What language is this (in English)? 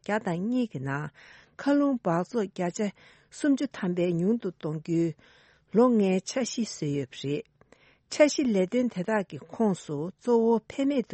Tibetan